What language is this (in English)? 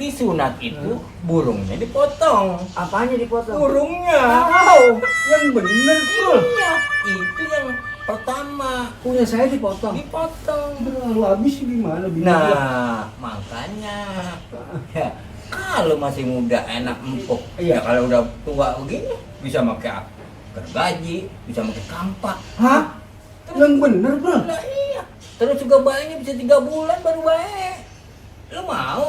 Betawi